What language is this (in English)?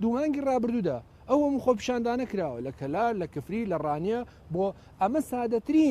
Central Kurdish